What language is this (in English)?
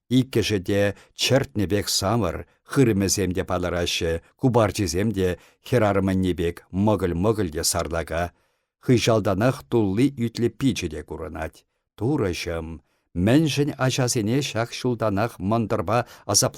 Chuvash